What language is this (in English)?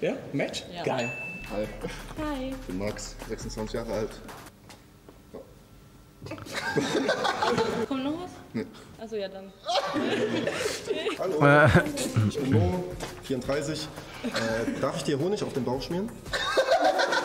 German